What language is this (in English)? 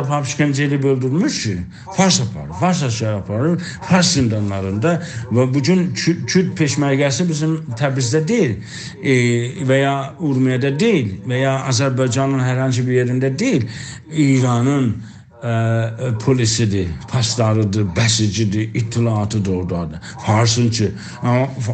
South Azerbaijani